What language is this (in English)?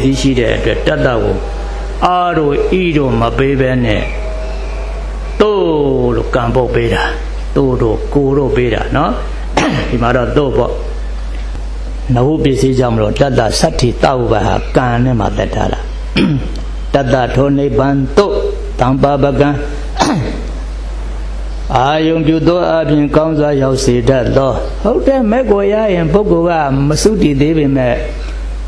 Burmese